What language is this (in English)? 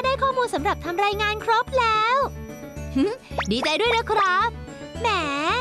Thai